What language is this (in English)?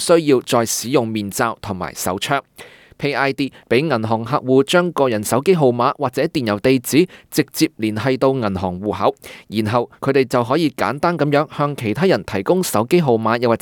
Cantonese